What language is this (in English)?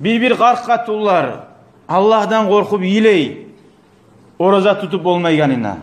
Kumyk